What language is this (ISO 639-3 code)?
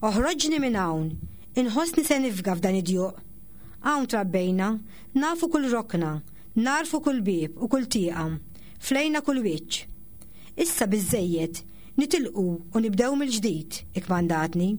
mlt